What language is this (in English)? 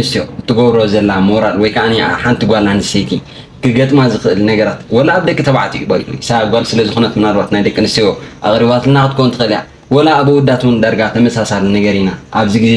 Tigrinya